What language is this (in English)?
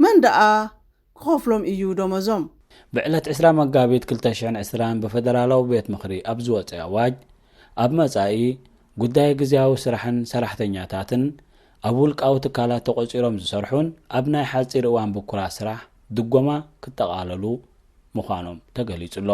Tigrinya